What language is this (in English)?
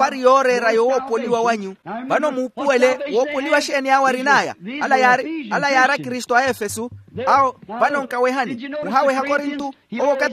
Makhuwa